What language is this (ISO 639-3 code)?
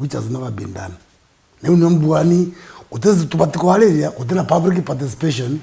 mer